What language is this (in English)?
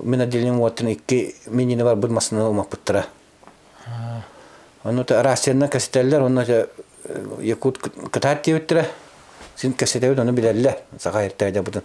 Yakut